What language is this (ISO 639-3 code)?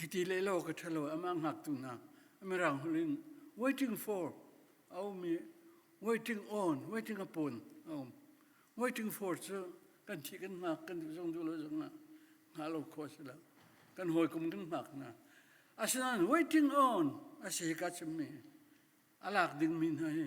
cnh